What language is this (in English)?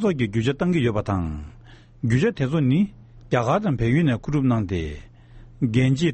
Tibetan